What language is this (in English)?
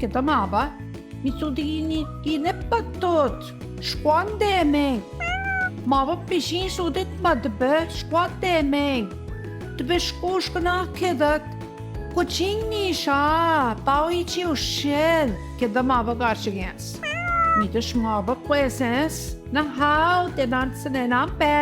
Central Ojibwa